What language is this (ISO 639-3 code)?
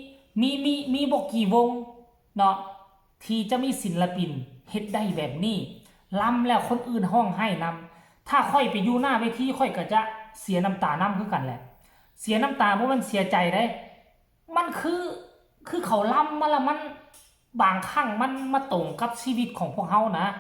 tts